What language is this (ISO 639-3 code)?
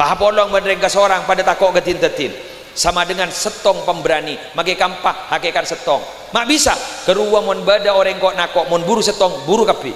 mad